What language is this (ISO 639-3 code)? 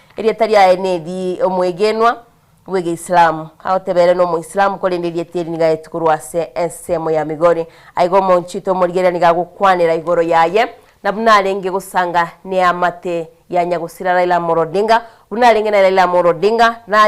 guz